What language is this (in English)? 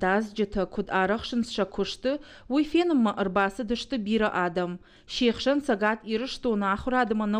Ossetic